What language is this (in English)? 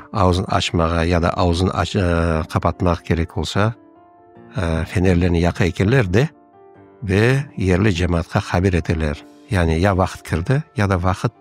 Crimean Tatar